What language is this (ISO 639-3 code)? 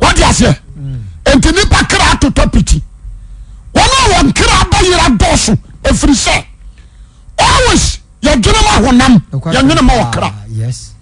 aka